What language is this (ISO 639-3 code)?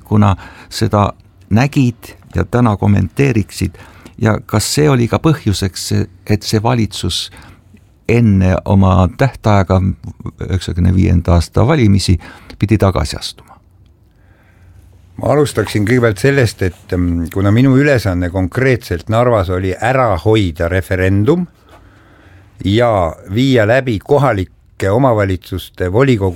est